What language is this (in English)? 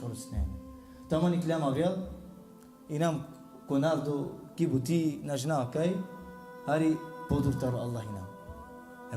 Balkan Romani